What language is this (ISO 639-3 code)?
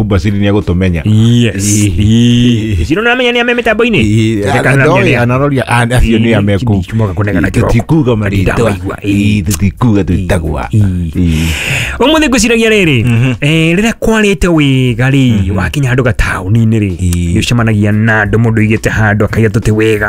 kik